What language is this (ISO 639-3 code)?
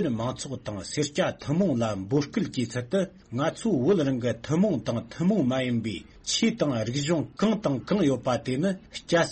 bod